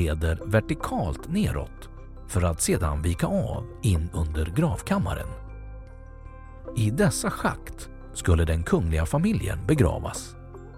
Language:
Swedish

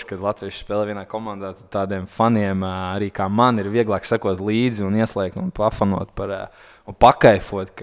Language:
Latvian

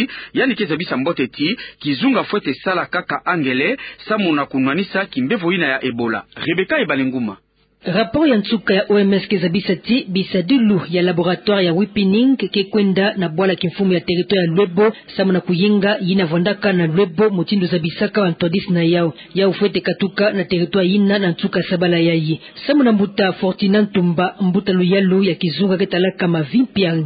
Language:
Kituba (Democratic Republic of Congo)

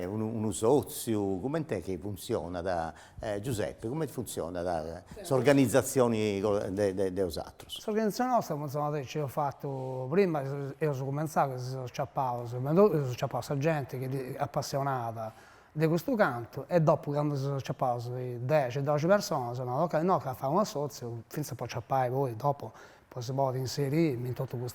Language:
Sardinian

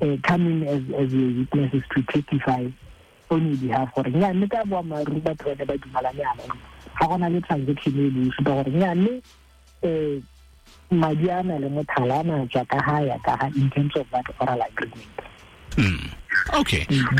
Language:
Tswana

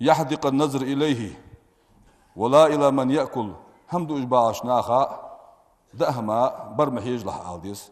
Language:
Ingush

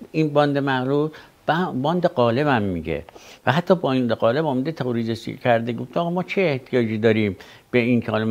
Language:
Persian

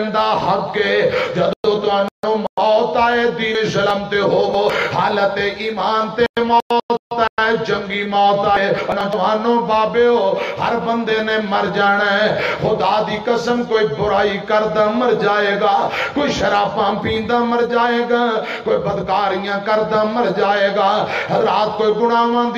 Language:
Western Panjabi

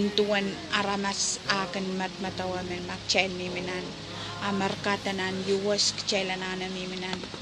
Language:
Pohnpeian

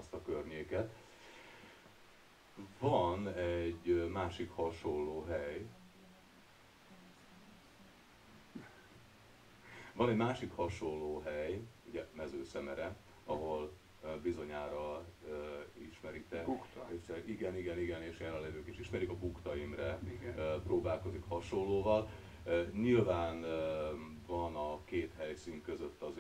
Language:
Hungarian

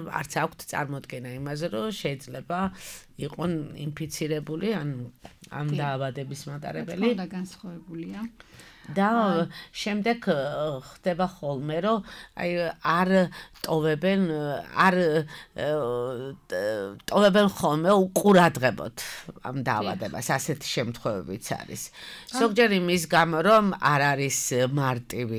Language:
Georgian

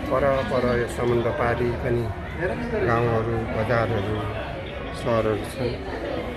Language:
Nepali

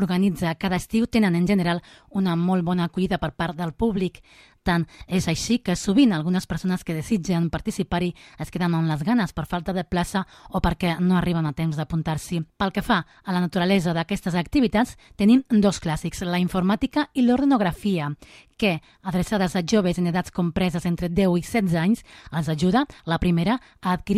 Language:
Catalan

